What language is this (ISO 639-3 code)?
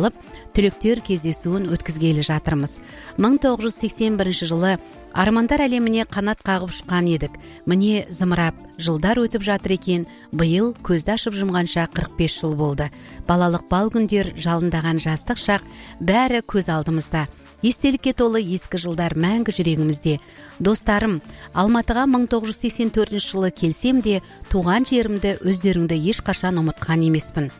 kaz